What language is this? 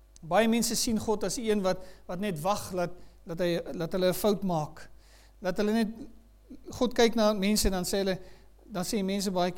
Afrikaans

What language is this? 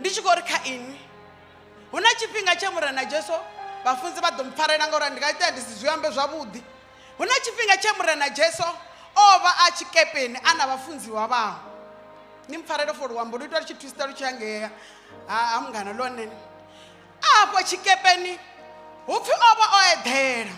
Venda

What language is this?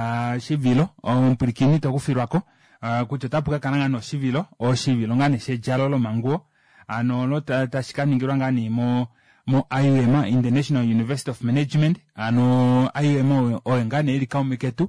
Kuanyama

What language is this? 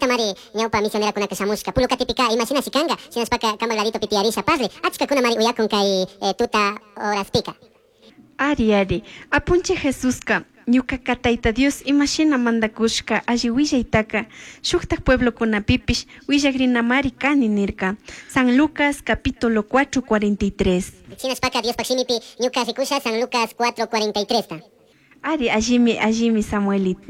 Chimborazo Highland Quichua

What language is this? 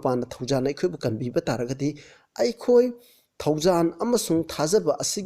Manipuri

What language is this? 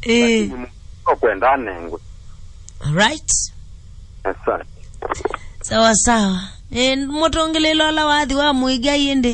Kamba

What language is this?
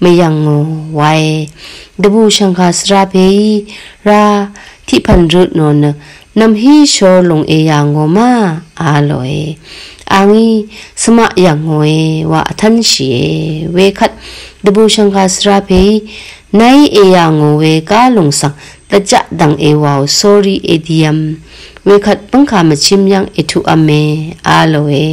Rawang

